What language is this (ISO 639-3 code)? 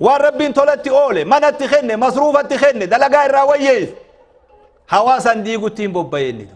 orm